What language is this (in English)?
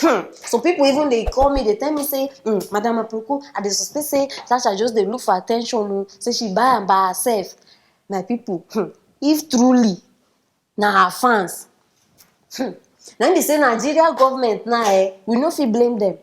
Nigerian Pidgin